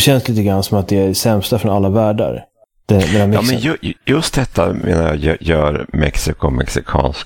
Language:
Swedish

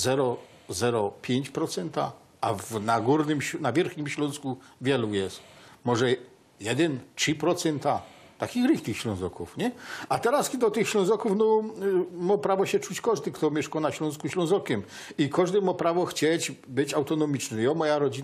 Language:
Silesian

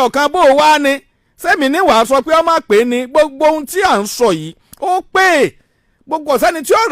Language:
Yoruba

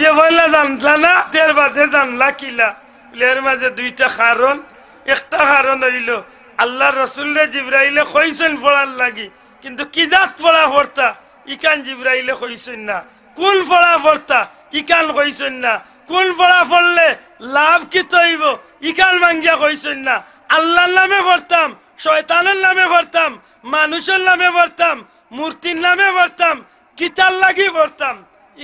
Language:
Sylheti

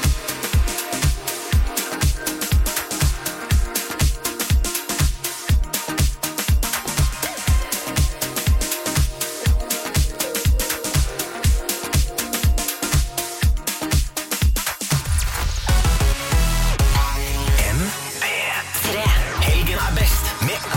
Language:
Norwegian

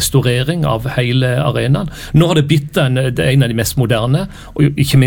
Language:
Norwegian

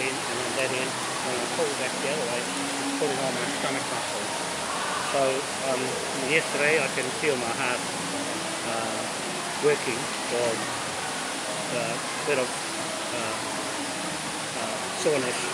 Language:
English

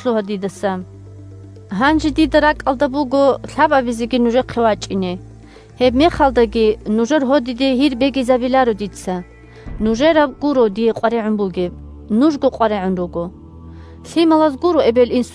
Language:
Avaric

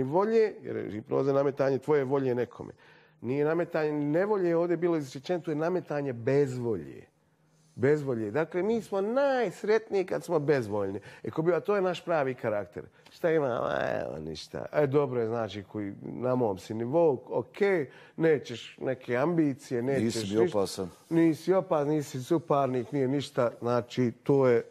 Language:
Bosnian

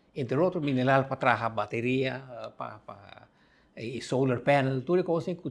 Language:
Papiamento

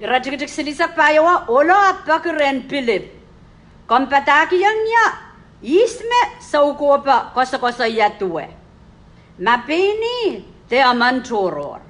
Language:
Pohnpeian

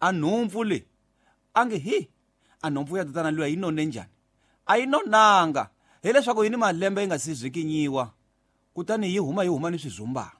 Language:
Tsonga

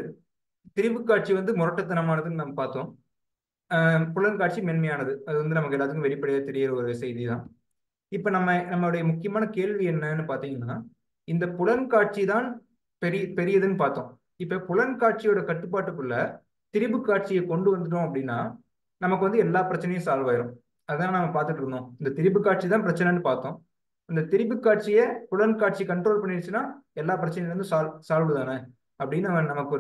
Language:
Tamil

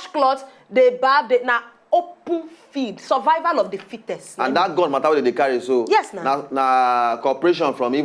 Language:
Nigerian Pidgin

